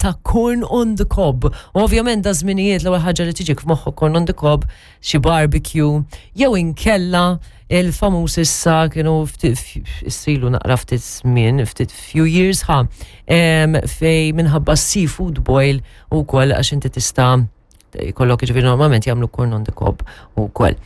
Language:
Maltese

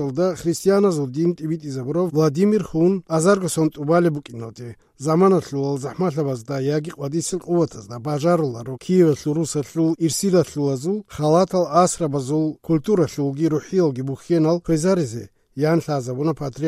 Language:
Avaric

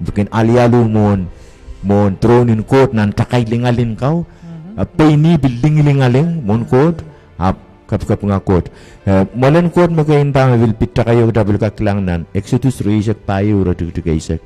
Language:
Pohnpeian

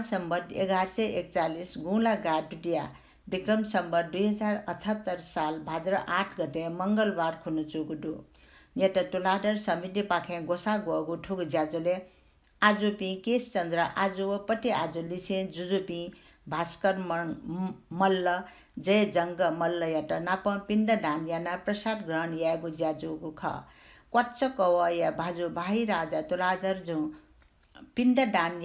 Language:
Newari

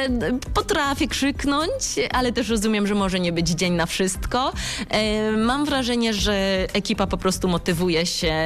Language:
Polish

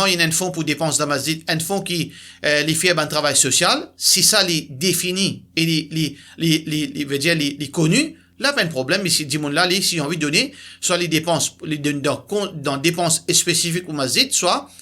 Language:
Morisyen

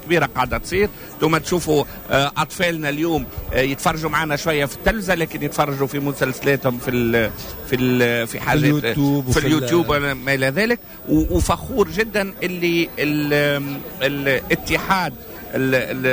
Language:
Tunisian Arabic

